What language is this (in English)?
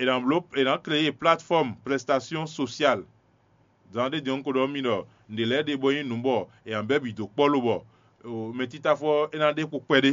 Fon